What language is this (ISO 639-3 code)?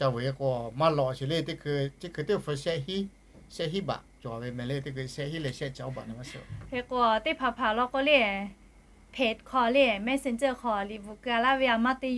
lhu